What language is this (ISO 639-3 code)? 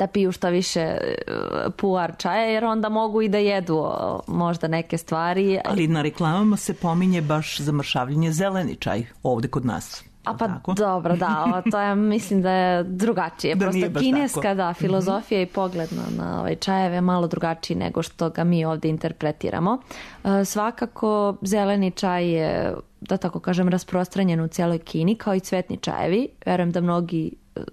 srp